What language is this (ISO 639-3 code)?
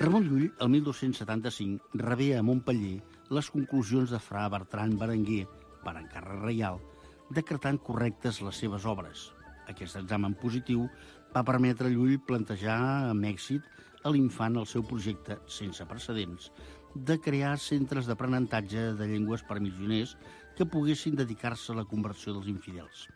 cat